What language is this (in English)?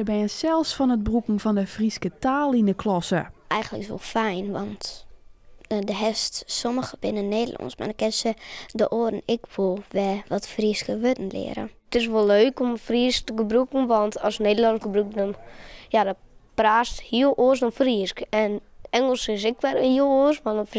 Western Frisian